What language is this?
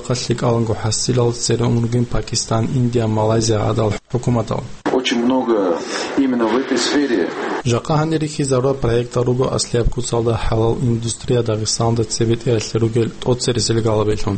Avaric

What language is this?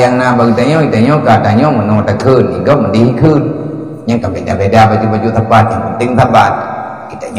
Achinese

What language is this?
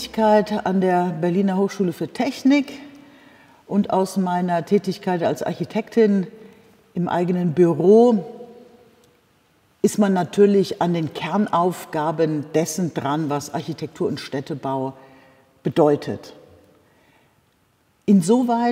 German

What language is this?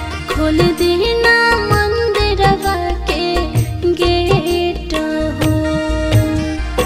Bhojpuri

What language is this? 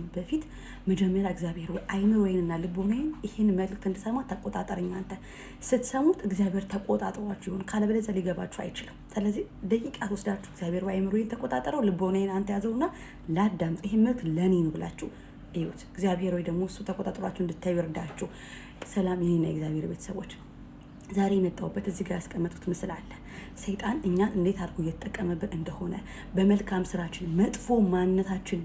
Amharic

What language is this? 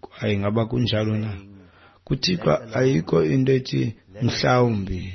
Xhosa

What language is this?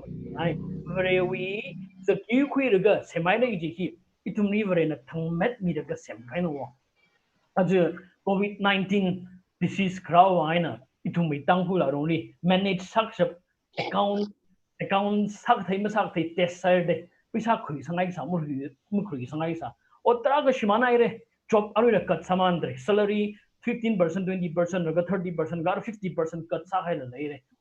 Tangkhul Naga (India)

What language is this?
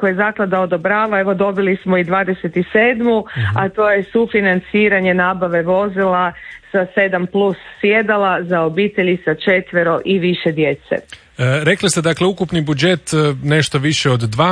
Croatian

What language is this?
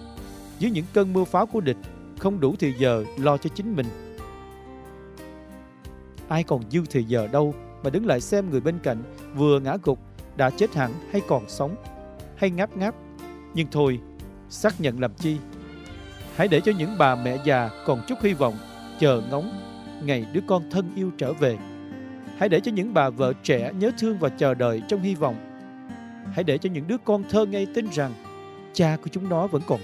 Vietnamese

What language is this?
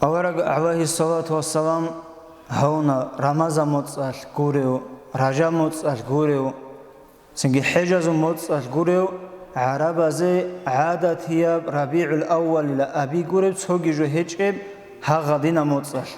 Avaric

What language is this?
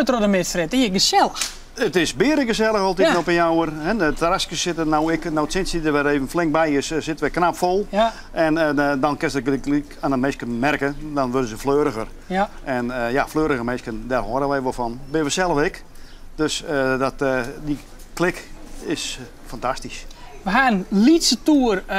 Western Frisian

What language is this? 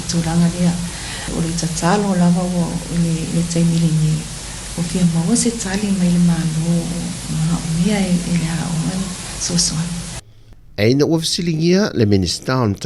Samoan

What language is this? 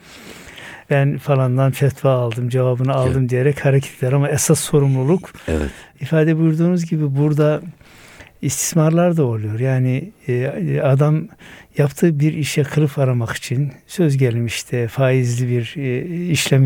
Turkish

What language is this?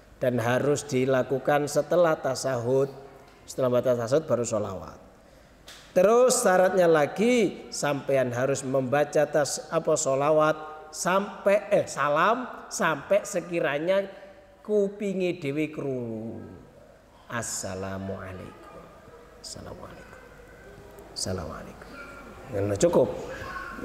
Indonesian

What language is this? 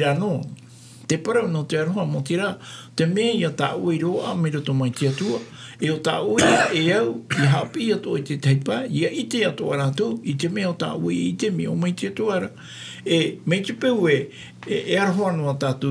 Tahitian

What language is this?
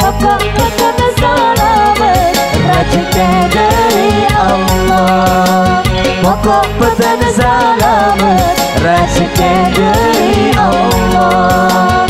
Madurese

